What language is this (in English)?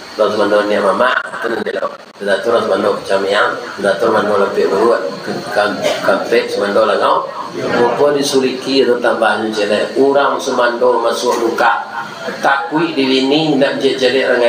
Minangkabau